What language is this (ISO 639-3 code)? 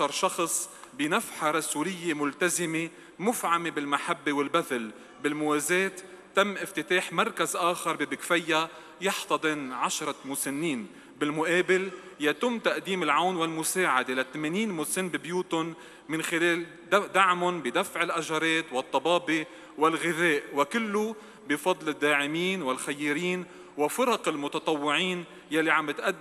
apc